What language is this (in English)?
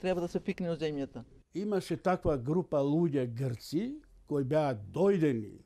Macedonian